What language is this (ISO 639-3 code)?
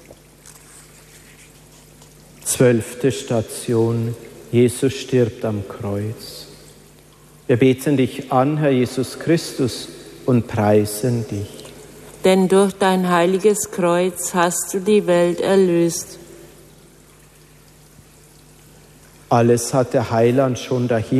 deu